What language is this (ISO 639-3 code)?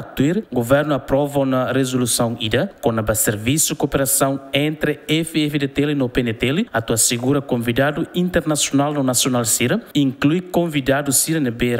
tet